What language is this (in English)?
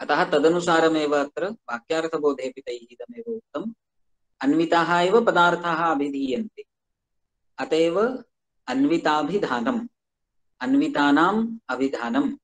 Sanskrit